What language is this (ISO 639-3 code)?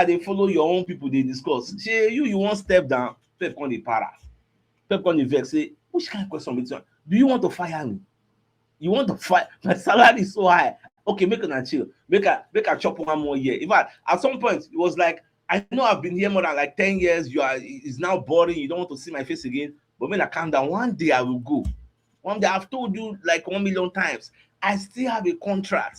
pcm